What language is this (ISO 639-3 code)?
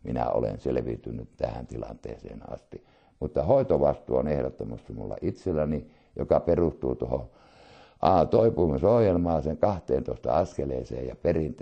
fin